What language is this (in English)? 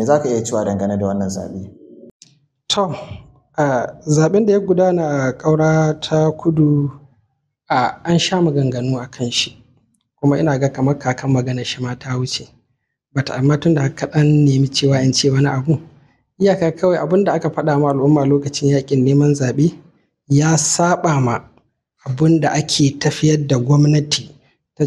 Hausa